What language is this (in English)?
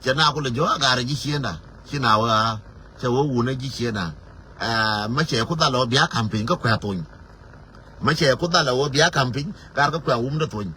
Nuer